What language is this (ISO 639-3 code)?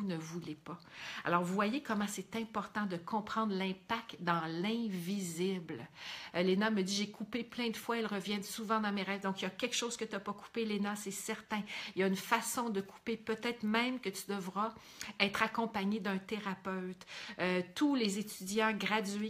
fra